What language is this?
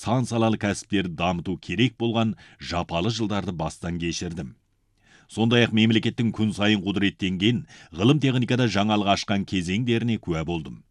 Kazakh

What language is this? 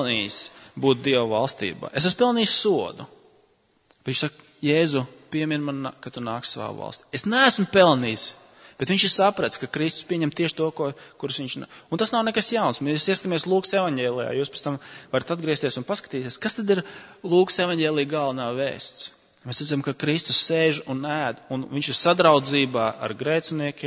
Latvian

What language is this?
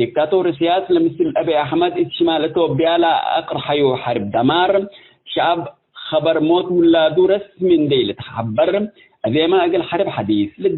Tigre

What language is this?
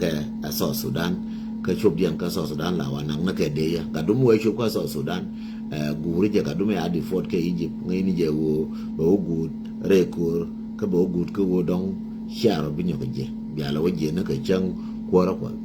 Nuer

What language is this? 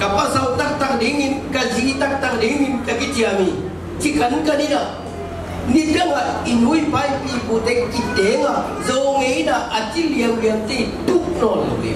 Tedim Chin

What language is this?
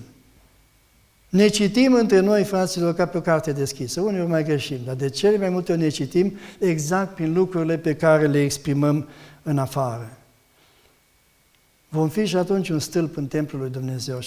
Romanian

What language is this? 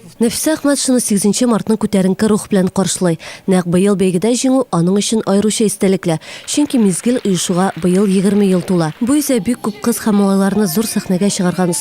Tatar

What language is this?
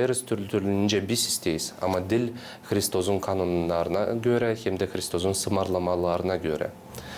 Gagauz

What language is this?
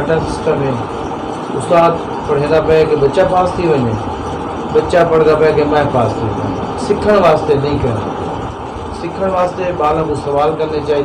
Saraiki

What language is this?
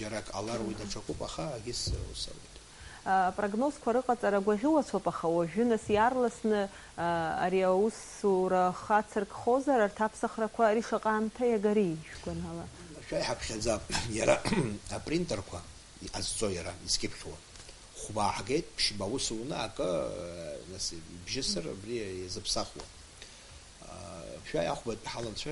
Abkhazian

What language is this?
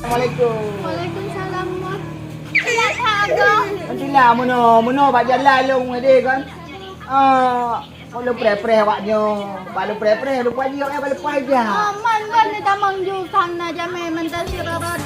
Achinese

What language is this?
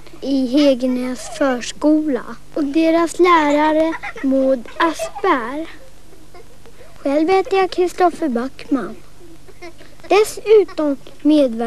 Swedish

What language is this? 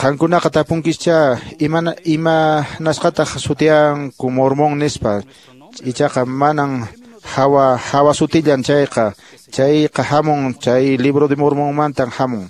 Quechua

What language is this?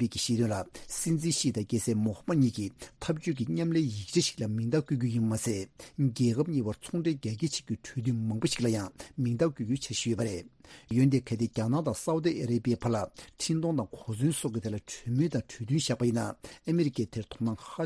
Tibetan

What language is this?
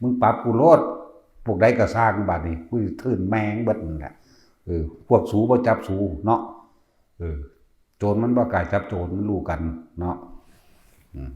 Northeastern Thai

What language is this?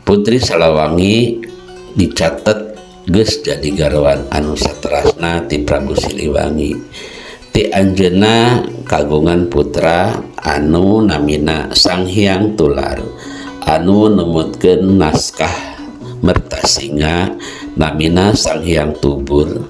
Sundanese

